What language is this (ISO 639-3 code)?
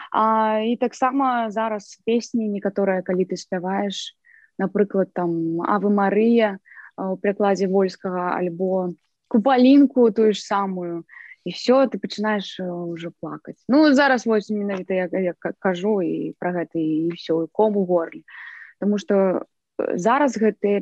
bel